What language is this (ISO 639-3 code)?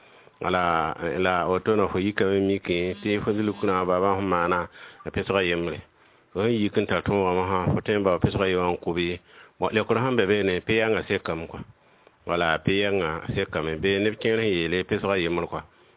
mos